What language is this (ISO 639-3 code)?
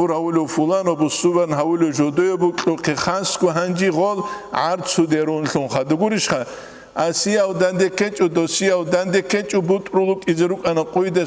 ava